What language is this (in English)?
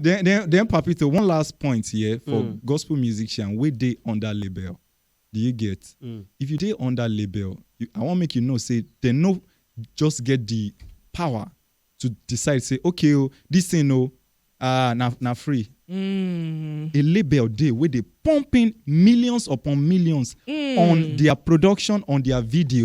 Nigerian Pidgin